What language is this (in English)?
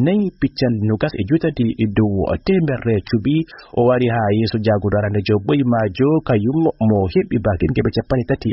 Fula